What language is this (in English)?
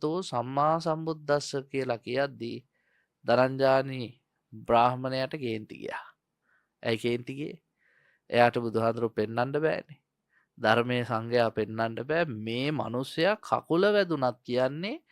Sinhala